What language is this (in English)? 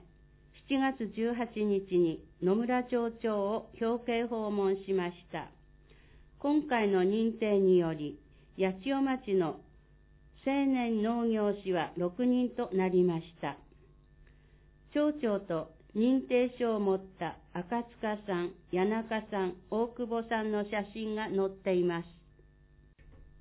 Japanese